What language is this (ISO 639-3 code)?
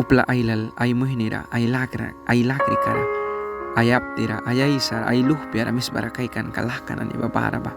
miq